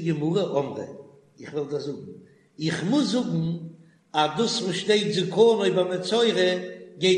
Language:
Yiddish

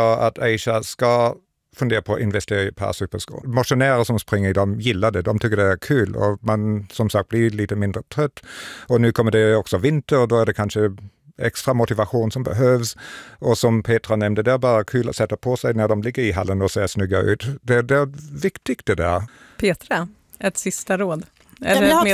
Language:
Swedish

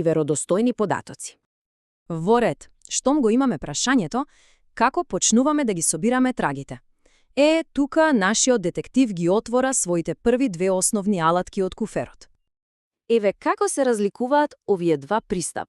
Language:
Macedonian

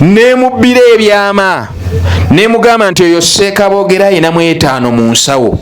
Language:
Ganda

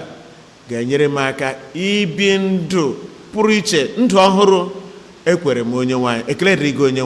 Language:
Igbo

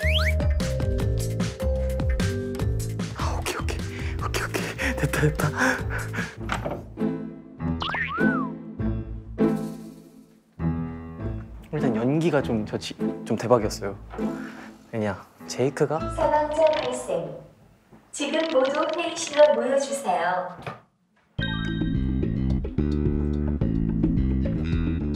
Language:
Korean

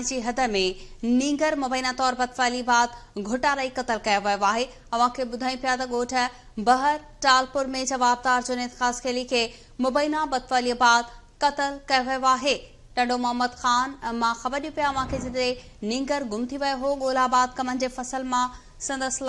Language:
Sindhi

